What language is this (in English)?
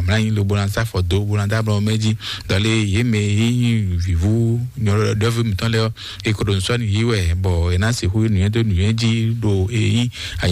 Fon